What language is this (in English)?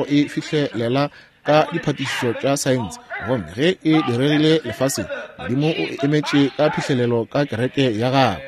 Northern Sotho